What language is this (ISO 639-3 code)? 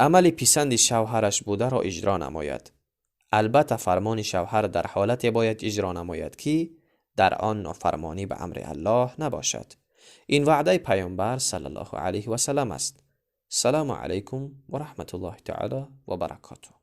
tgk